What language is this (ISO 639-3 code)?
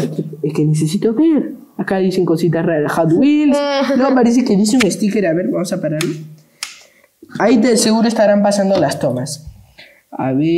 spa